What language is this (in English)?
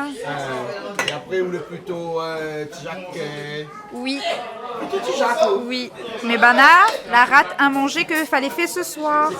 Réunion Creole French